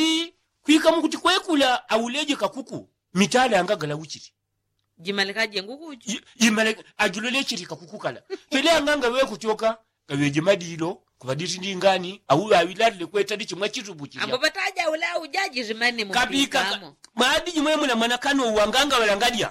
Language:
Yao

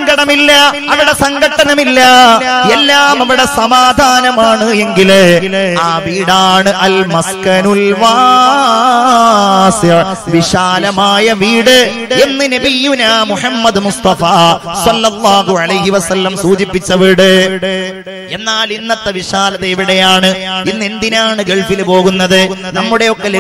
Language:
Malayalam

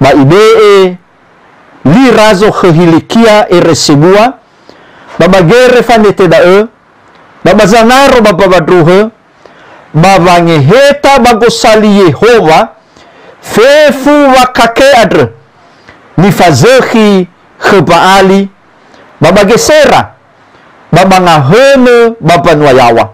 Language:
Nias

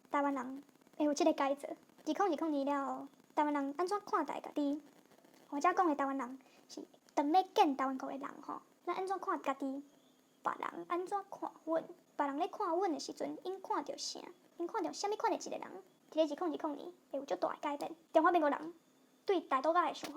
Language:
Min Nan Chinese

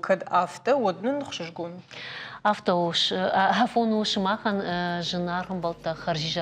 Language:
Ossetic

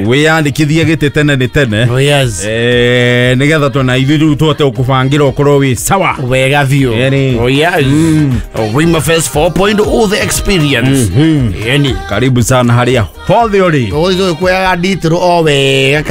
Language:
Kikuyu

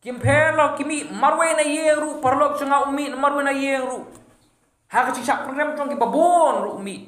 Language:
Khasi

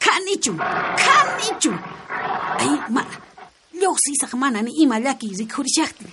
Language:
South Bolivian Quechua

